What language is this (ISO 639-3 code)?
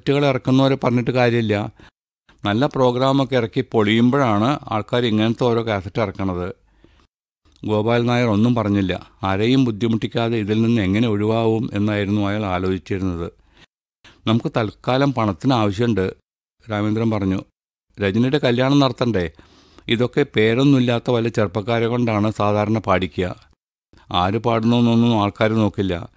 mal